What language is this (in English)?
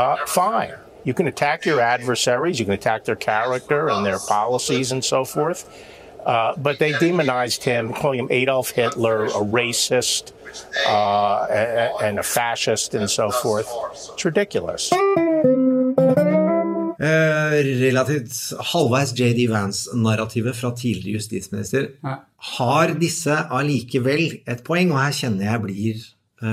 Norwegian